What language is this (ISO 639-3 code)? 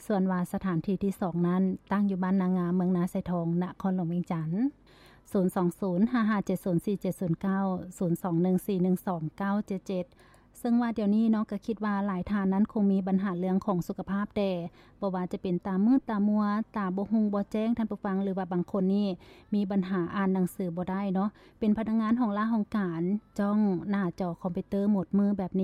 lao